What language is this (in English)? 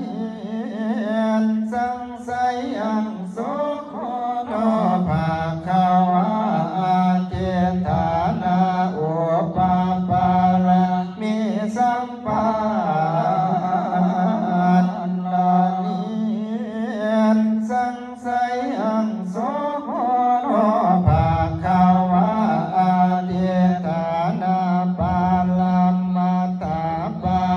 Pali